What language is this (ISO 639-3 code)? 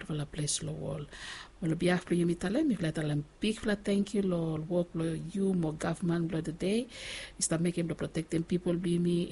bis